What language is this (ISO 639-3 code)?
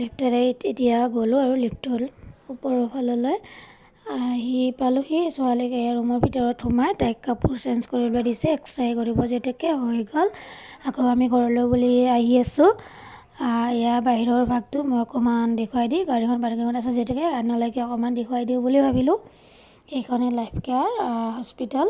asm